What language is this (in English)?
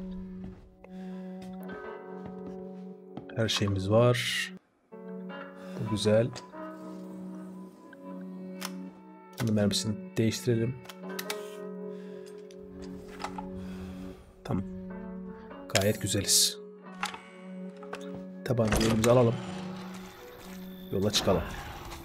Turkish